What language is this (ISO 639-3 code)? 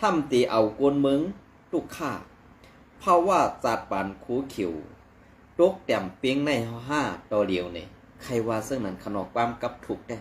shn